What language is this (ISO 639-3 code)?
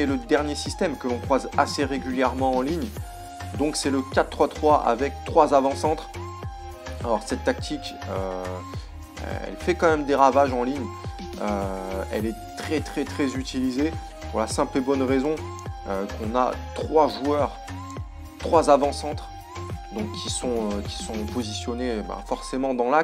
fra